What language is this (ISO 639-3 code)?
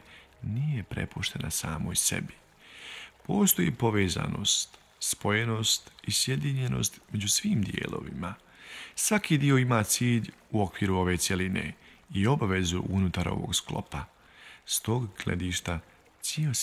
bos